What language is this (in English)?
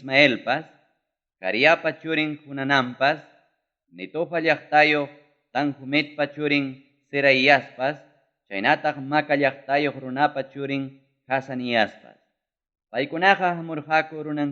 Ayacucho Quechua